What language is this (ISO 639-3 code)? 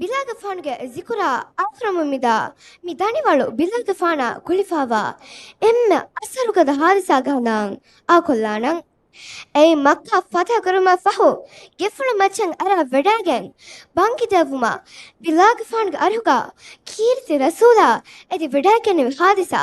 div